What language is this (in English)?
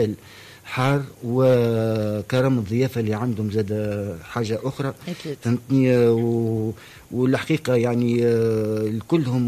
Tunisian Arabic